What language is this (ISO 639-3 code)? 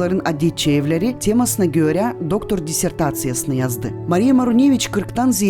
gag